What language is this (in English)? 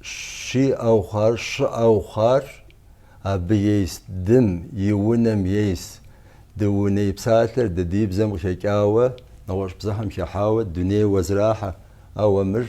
Kabardian